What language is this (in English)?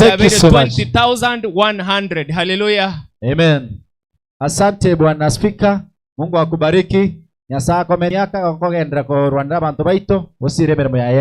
Gusii